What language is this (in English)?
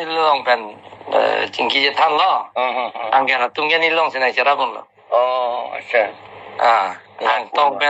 Karbi